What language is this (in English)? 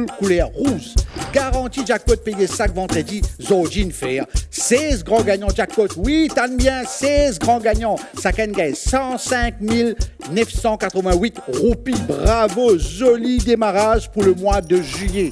Morisyen